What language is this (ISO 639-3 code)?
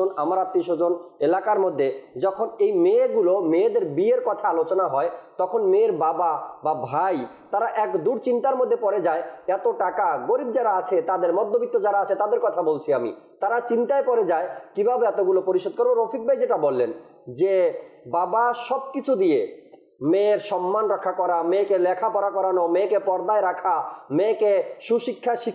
ben